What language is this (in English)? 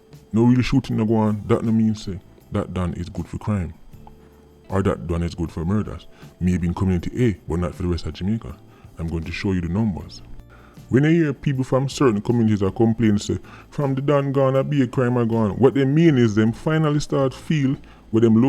Jamaican Creole English